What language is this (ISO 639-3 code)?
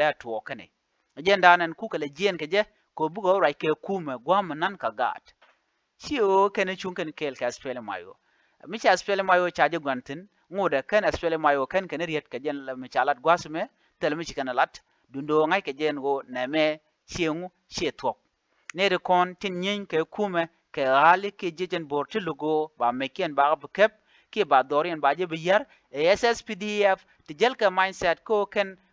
nus